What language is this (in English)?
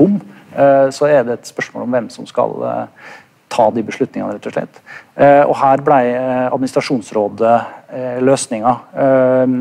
Norwegian